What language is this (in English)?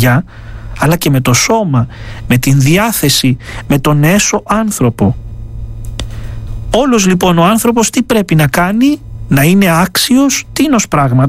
Greek